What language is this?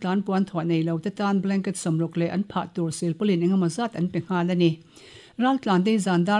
Mizo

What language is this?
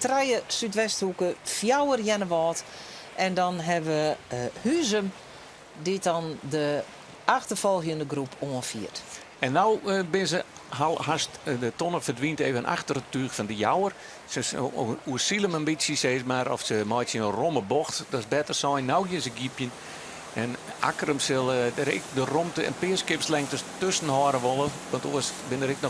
Western Frisian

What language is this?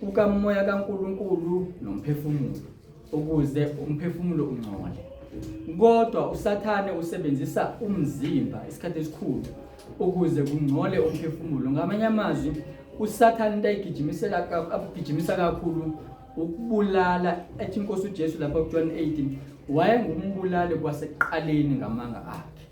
Zulu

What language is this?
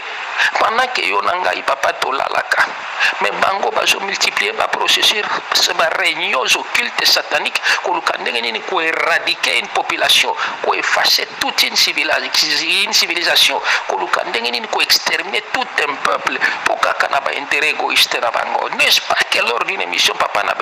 Lingala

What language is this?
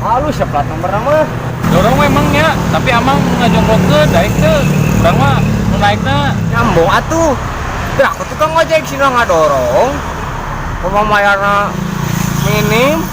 Sundanese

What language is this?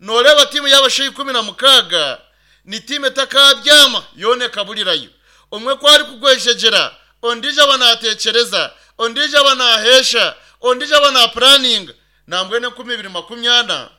Nyankole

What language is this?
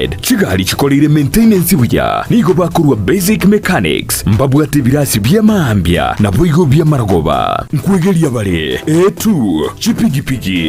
Gusii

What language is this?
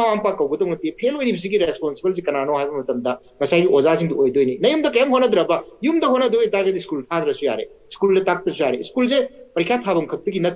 Manipuri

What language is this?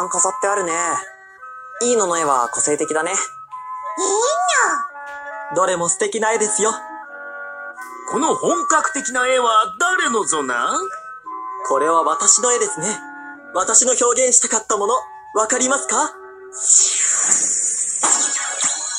Japanese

